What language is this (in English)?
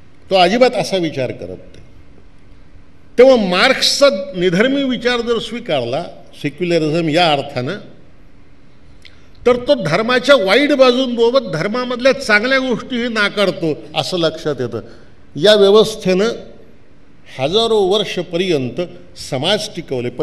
Marathi